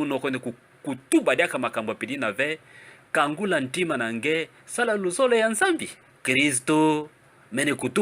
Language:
Kituba (Democratic Republic of Congo)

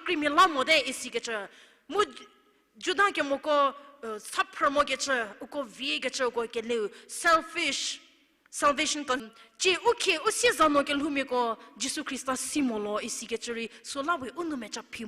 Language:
Angami Naga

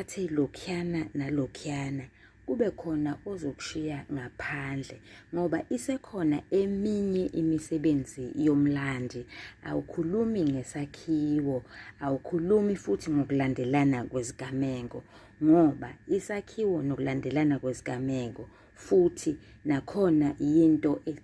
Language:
Zulu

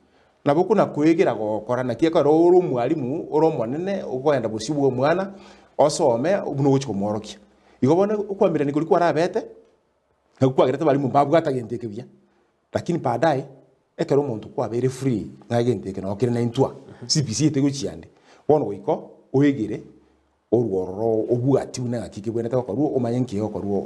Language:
Gusii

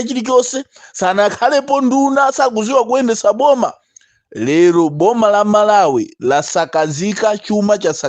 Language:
Nyanja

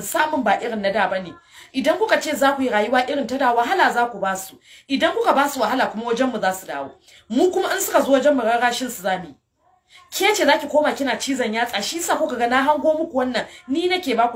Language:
Hausa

